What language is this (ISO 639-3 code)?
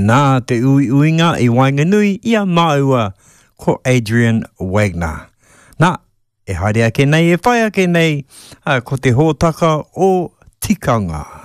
mri